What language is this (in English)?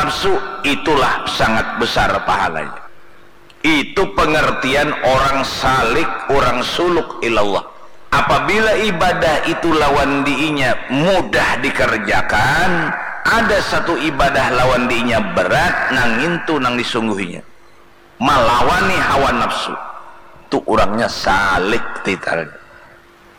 Banjar